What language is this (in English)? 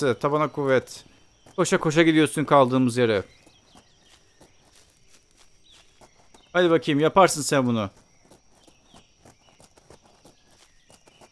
Turkish